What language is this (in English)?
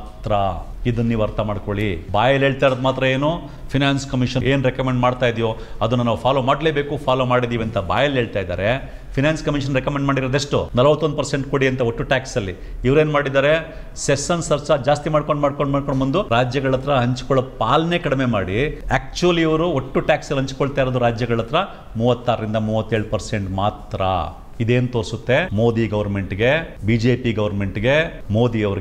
Kannada